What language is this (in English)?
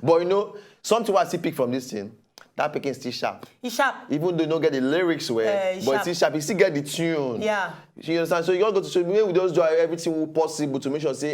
Nigerian Pidgin